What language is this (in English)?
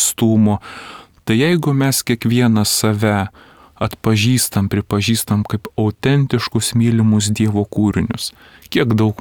Lithuanian